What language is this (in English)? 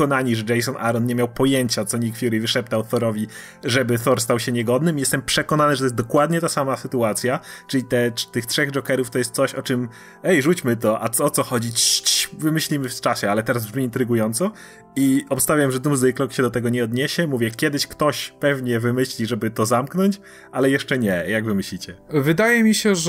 Polish